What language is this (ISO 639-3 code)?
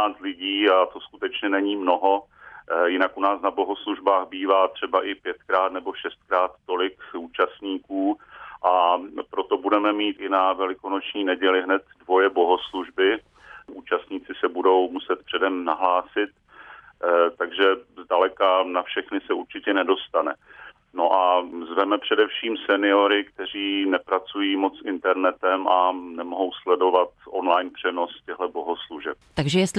ces